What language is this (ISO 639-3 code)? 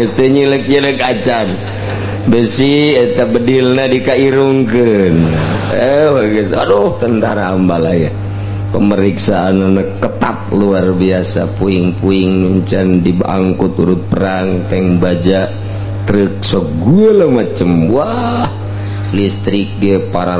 sun